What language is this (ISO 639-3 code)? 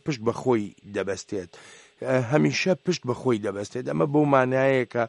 ckb